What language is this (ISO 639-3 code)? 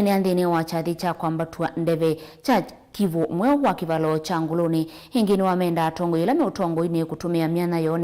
kam